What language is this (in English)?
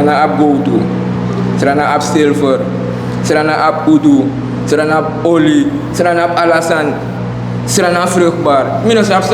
Sranan Tongo